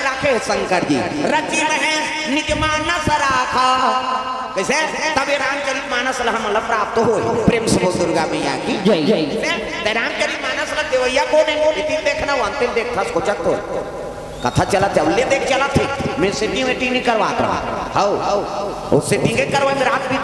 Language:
Chhattisgarhi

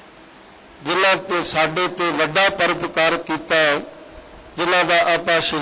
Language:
Punjabi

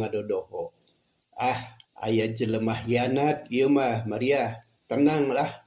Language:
Sundanese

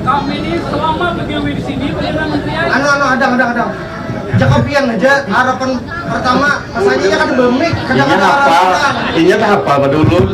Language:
Banjar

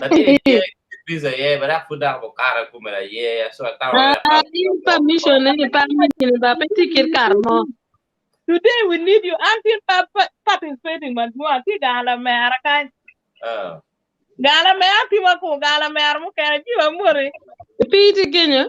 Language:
Acoli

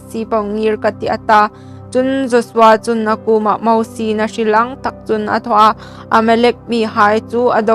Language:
Hmar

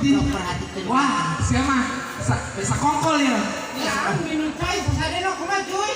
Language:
Sundanese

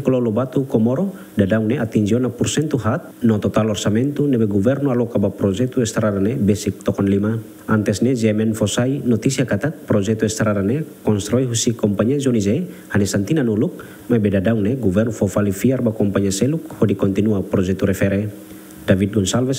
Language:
Tetum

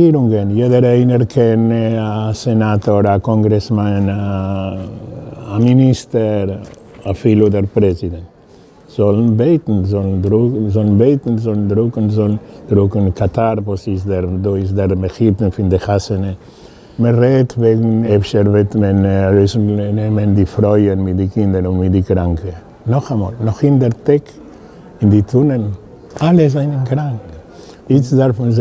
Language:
Yiddish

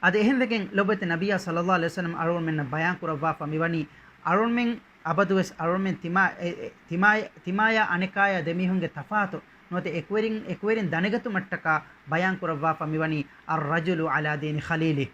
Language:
Divehi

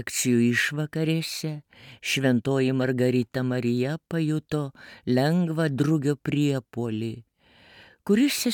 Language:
Lithuanian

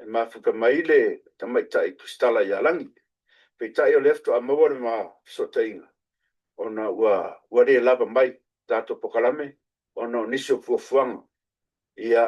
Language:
Samoan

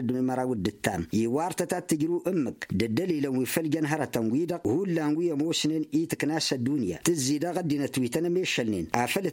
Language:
Tamasheq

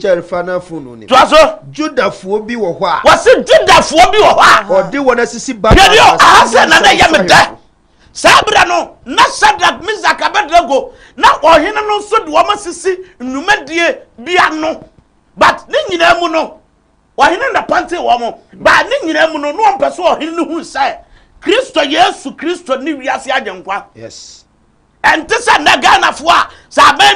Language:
Akan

